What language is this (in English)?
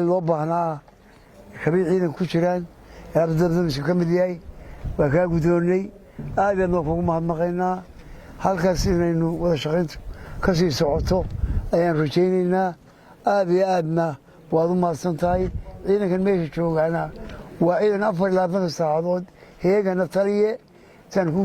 Somali